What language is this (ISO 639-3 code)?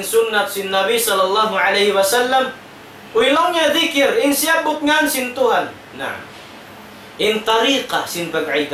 tsg